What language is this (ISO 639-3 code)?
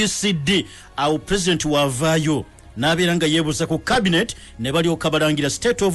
lug